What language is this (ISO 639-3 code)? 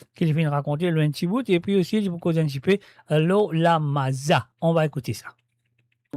mfe